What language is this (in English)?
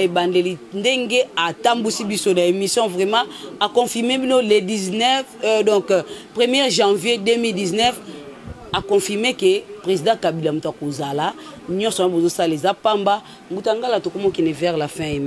Lingala